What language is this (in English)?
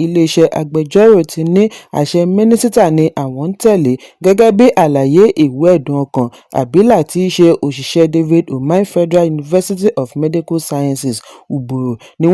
Yoruba